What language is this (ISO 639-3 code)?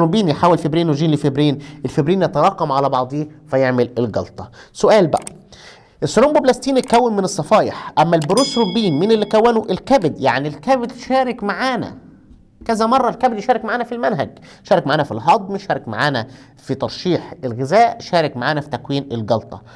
arz